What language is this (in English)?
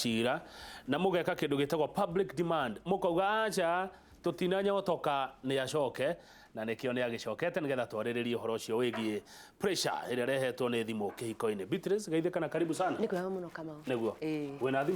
Kikuyu